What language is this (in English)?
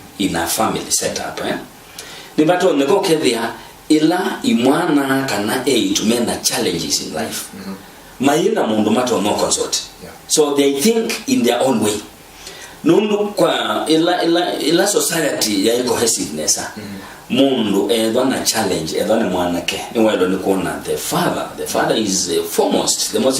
Kamba